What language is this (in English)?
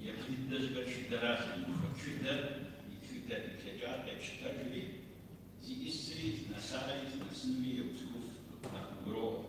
Kabardian